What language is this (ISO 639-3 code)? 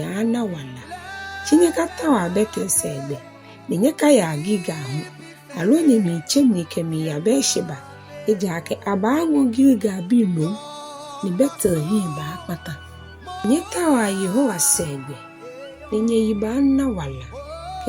gaa